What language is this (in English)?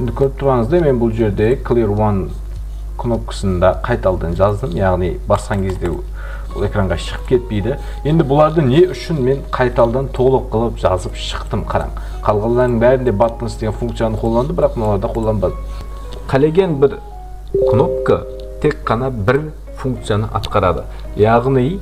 Kara-Kalpak